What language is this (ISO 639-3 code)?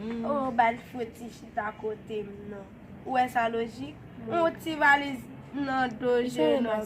hat